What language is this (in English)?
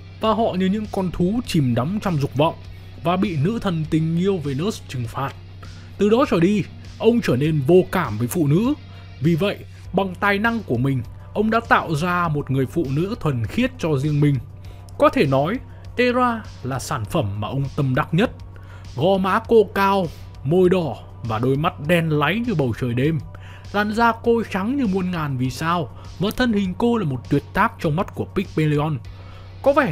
Vietnamese